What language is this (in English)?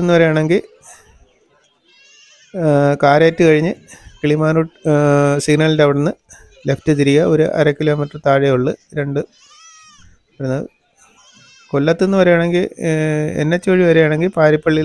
Malayalam